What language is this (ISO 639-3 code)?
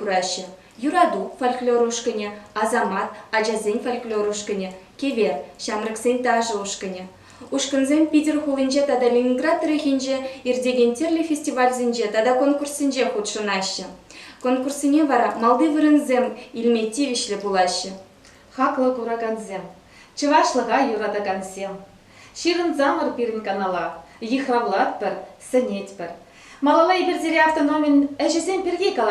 chv